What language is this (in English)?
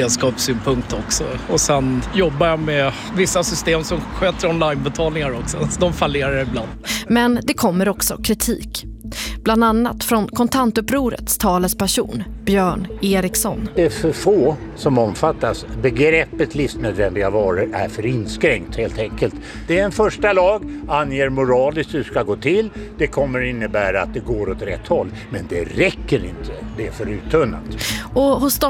Swedish